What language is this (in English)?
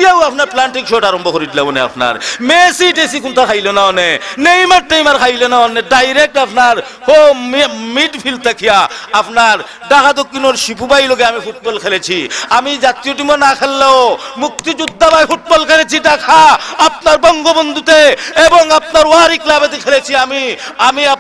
Sylheti